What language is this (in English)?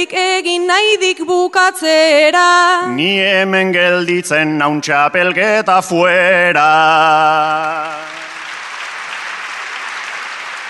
Basque